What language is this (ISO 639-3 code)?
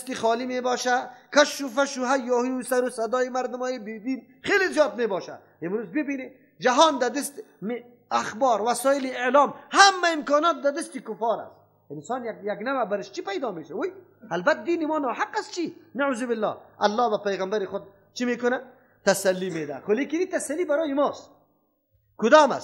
fas